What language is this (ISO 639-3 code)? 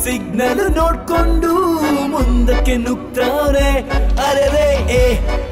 kan